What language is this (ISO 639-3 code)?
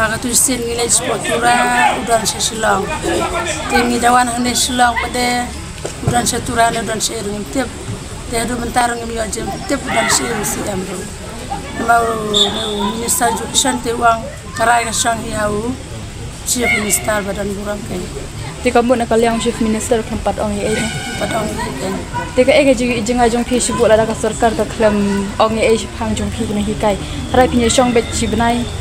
kha